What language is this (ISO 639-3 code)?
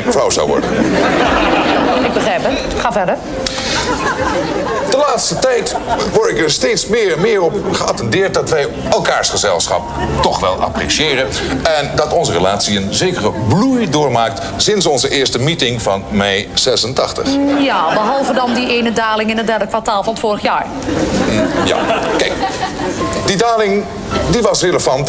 nld